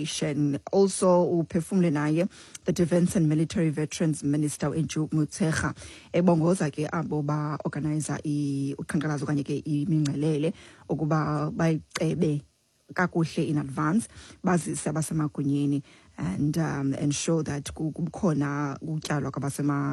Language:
Xhosa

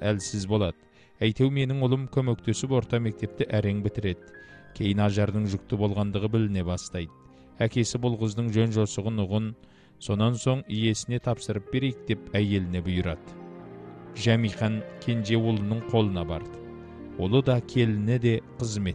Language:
Kazakh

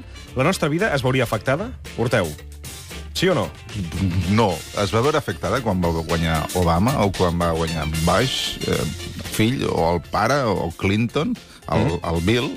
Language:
Catalan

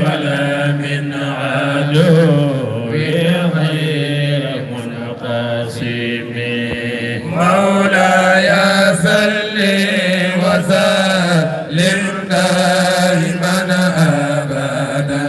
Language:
Fula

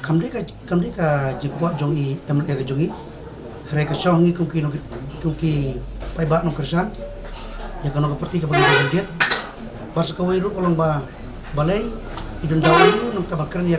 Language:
Khasi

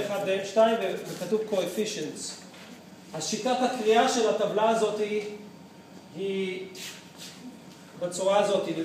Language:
Hebrew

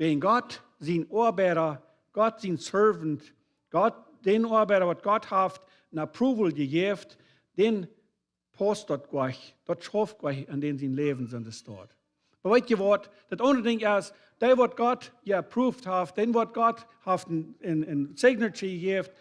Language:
Plautdietsch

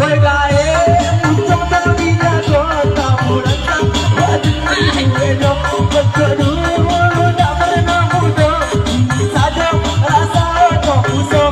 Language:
Minangkabau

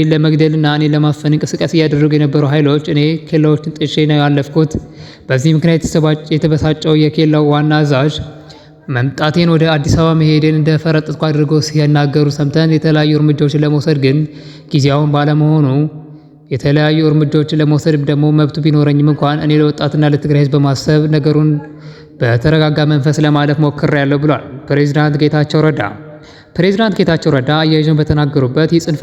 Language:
Amharic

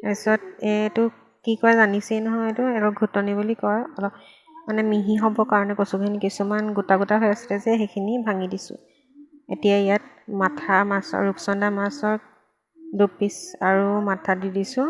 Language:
Assamese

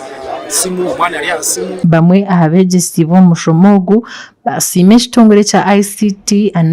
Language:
Nyankole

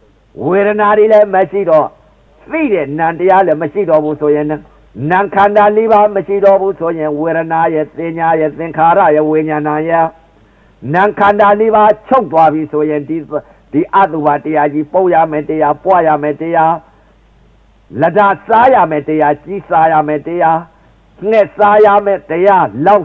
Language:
Burmese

